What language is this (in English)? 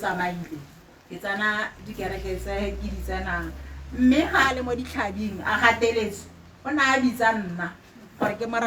Tswana